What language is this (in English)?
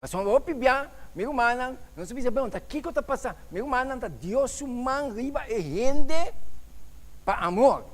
Papiamento